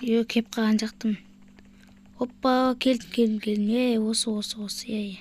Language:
Kazakh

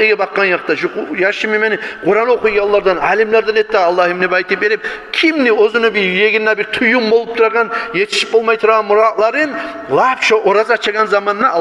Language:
Kumyk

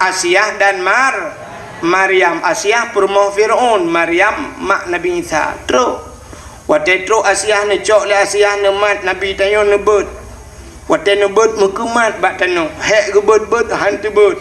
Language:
Achinese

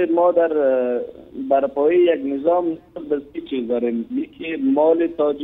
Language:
Persian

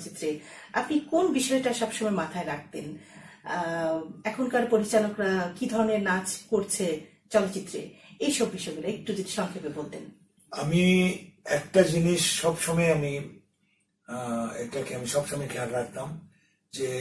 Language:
Bangla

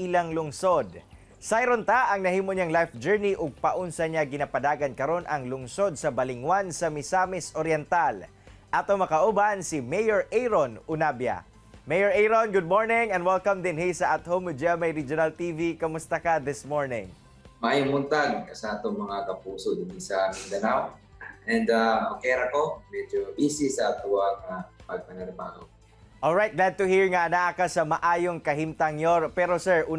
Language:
Cebuano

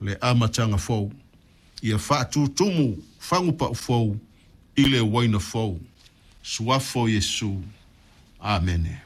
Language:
Samoan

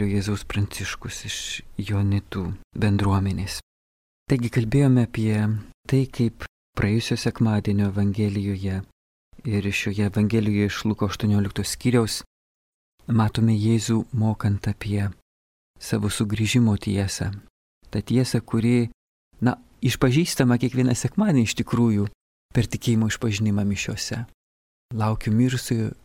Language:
Lithuanian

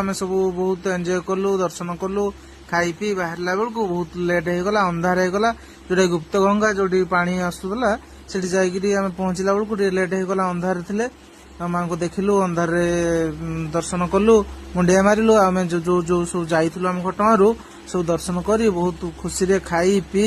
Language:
Odia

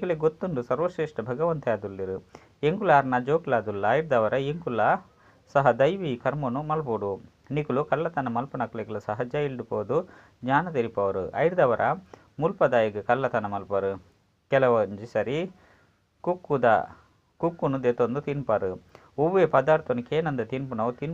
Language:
Tulu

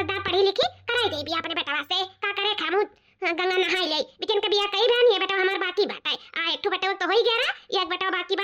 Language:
Awadhi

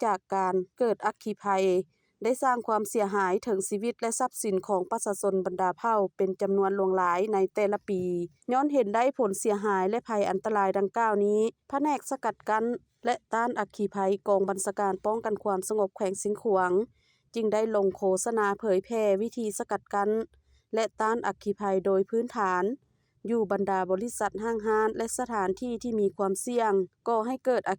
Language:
Lao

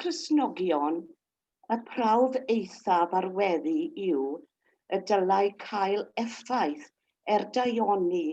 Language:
Welsh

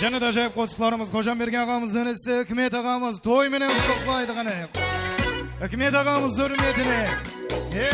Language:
Kara-Kalpak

